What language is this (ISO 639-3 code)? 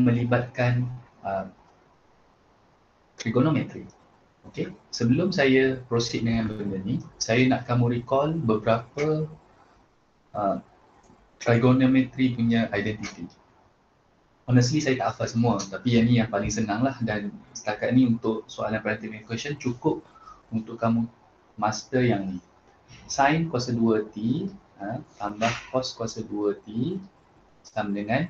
msa